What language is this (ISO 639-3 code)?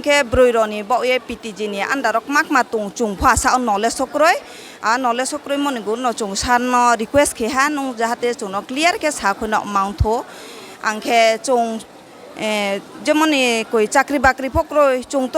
ria